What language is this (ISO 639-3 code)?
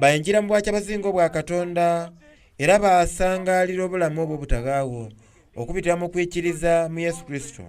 xog